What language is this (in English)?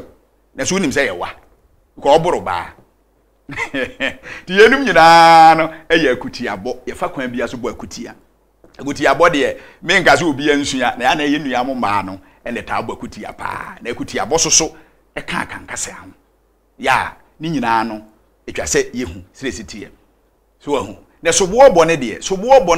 Akan